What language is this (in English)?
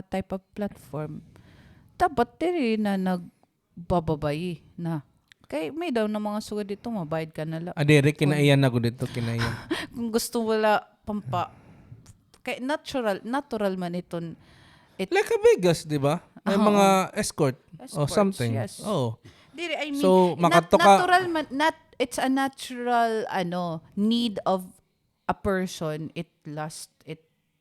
Waray